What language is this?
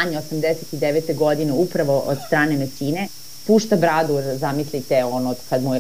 Serbian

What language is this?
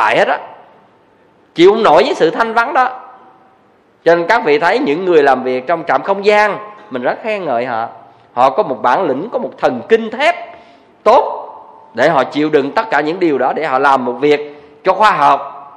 Vietnamese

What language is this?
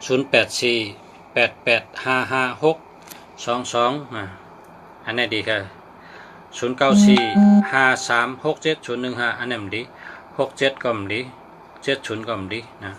Shan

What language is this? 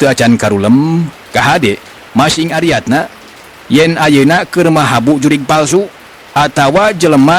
Sundanese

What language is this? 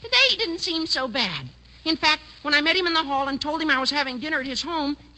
English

